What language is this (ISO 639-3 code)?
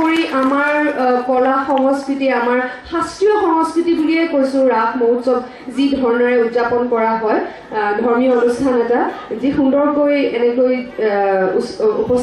asm